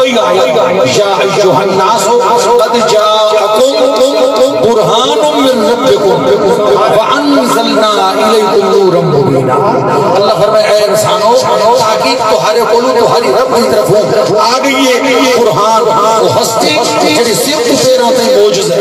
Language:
Saraiki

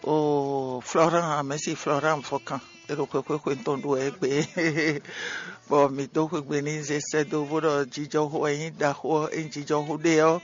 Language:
Fon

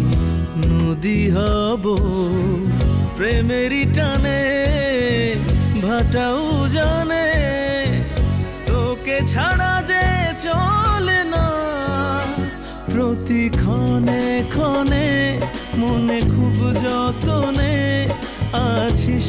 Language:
Bangla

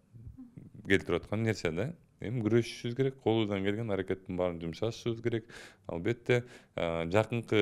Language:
Kyrgyz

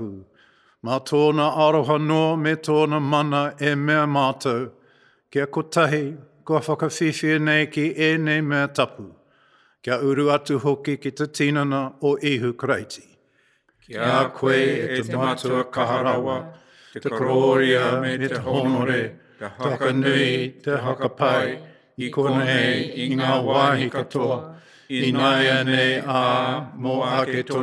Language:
Māori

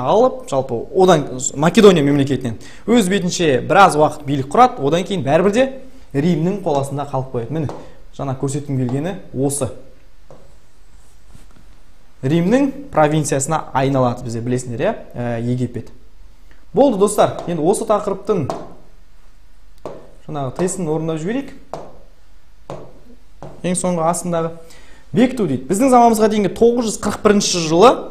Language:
Kazakh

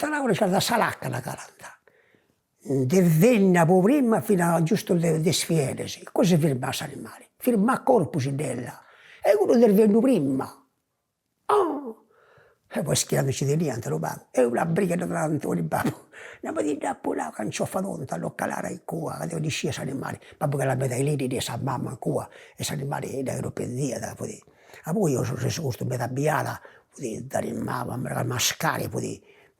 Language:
Sardinian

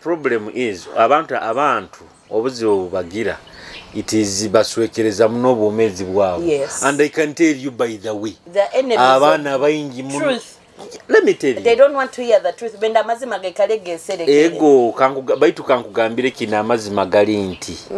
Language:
Nyoro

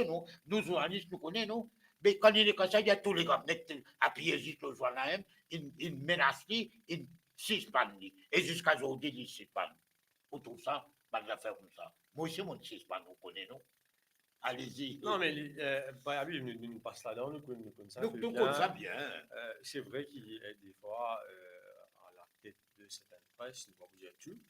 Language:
Morisyen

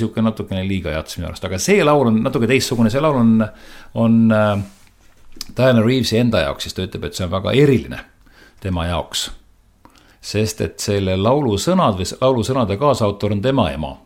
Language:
Estonian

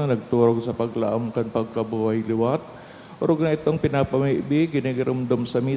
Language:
Bikol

